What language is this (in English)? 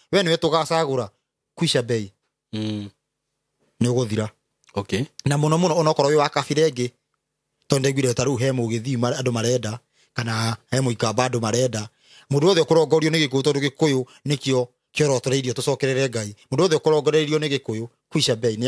Kikuyu